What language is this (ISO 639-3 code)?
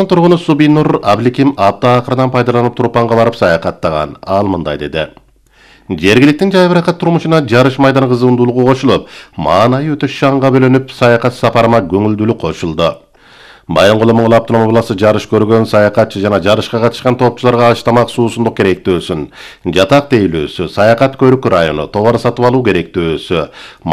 kir